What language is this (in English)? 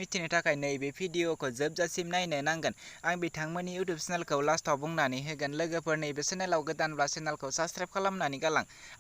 Bodo